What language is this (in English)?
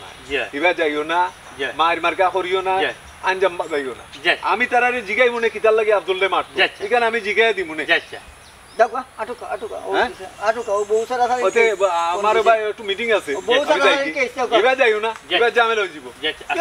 Sylheti